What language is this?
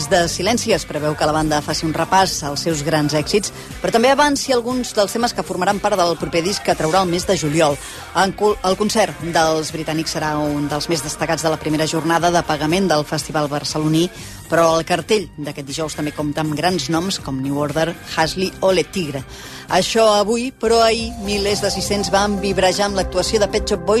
Catalan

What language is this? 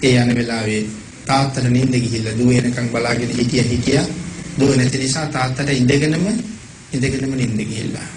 Sinhala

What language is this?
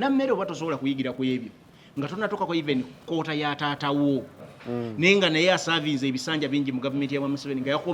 Ganda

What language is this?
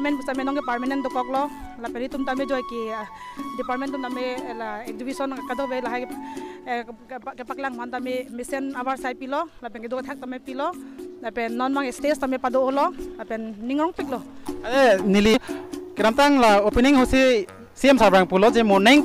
Karbi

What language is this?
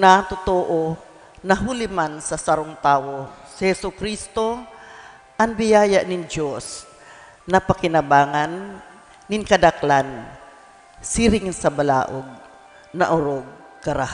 Bikol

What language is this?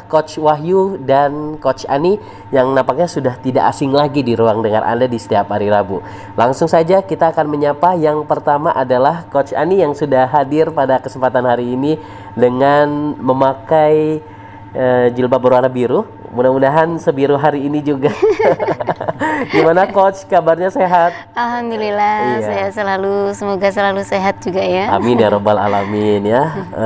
Indonesian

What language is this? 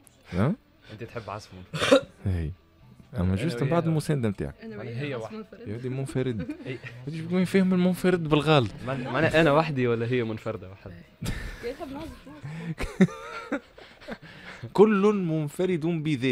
Tunisian Arabic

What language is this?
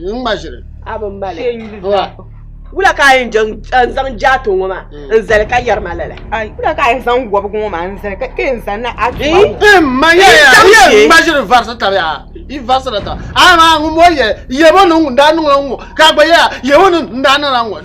Dagbani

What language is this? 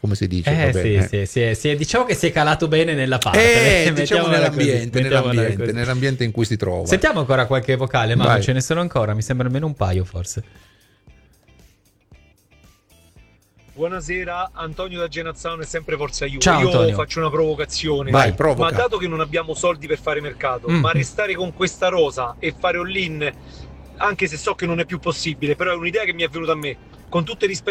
Italian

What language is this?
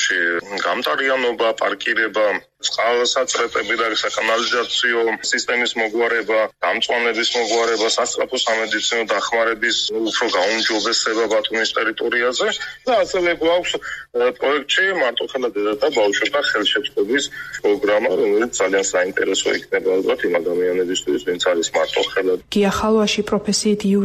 Georgian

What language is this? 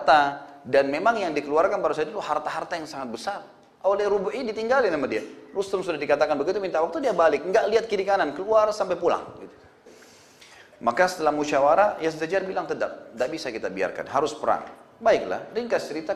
Indonesian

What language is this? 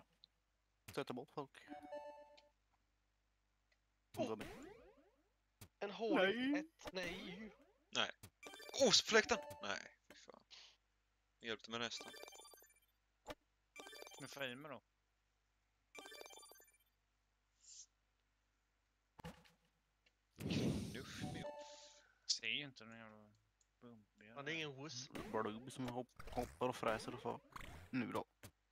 Swedish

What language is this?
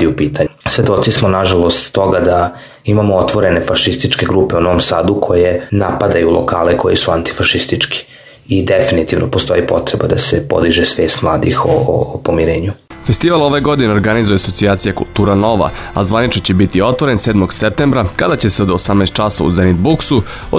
Serbian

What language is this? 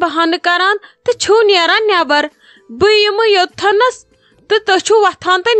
Kashmiri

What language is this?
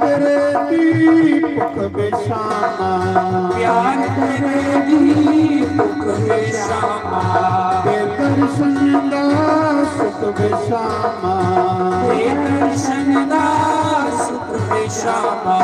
Dogri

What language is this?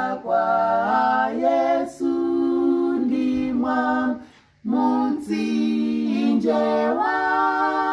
Nyanja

